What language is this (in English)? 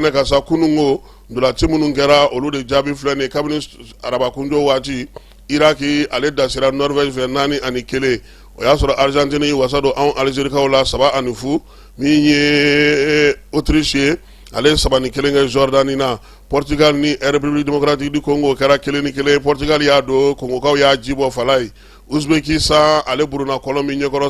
Bambara